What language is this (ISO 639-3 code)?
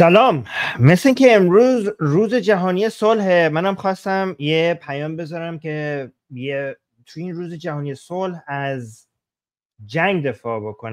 fas